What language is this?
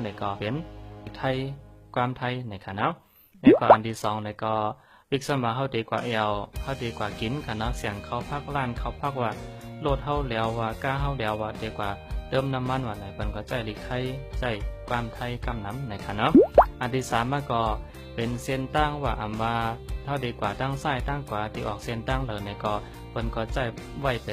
Shan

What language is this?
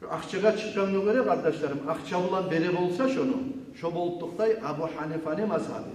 Kumyk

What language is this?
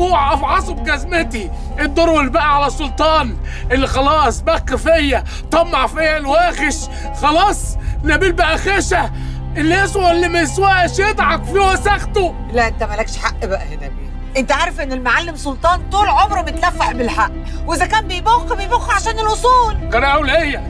Egyptian Arabic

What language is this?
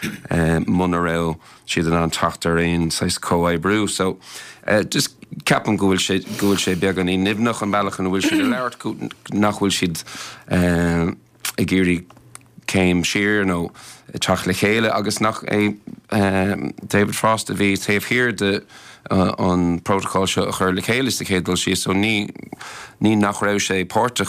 Irish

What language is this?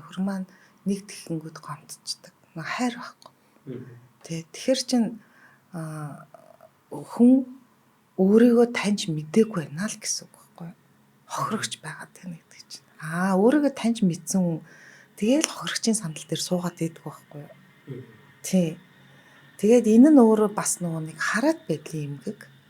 Mongolian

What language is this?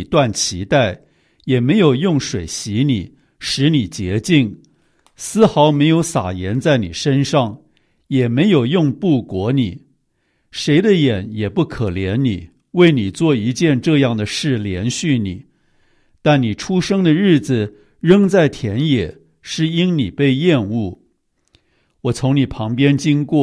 Chinese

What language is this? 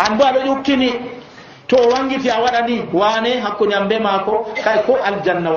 Nigerian Fulfulde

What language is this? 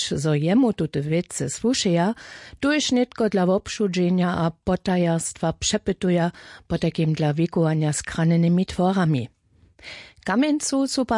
Upper Sorbian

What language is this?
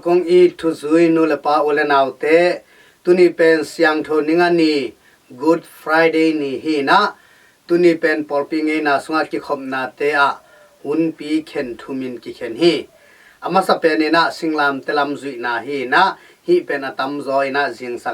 Tedim Chin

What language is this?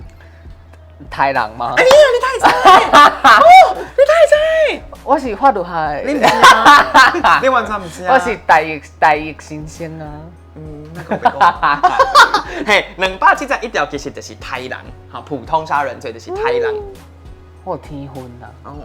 Min Nan Chinese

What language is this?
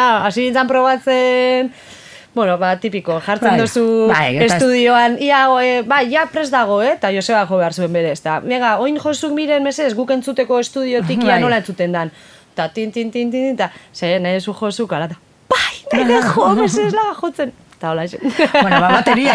Basque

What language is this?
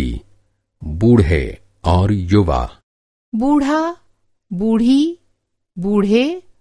Estonian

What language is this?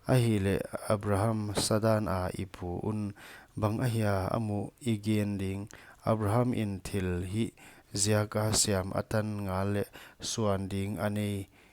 Paite Chin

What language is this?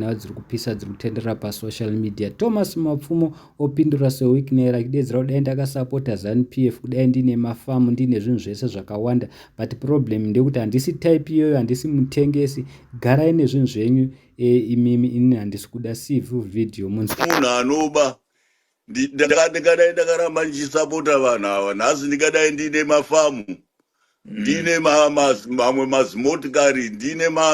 Shona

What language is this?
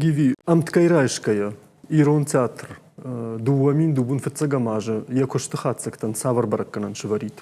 Ossetic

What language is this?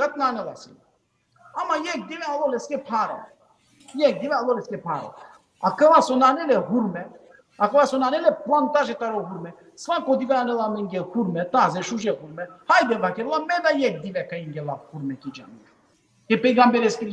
Balkan Romani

